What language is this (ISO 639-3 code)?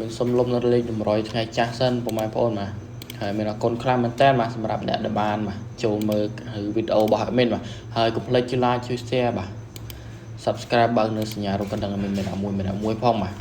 khm